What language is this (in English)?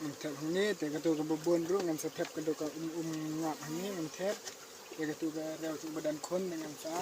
Khasi